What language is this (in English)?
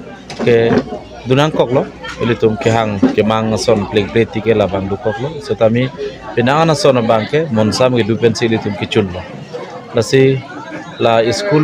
Karbi